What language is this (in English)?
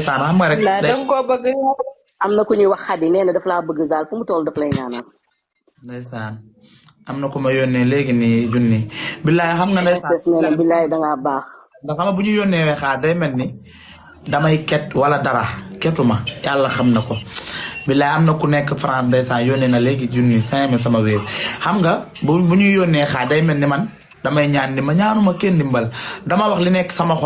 Wolof